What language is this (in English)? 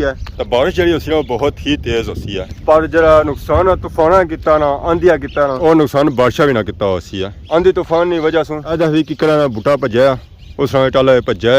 Pahari-Potwari